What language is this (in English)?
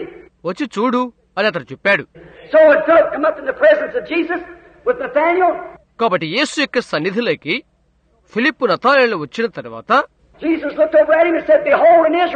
Telugu